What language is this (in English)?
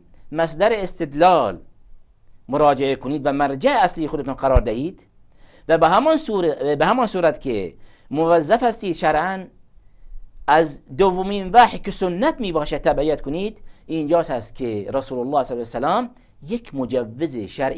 Persian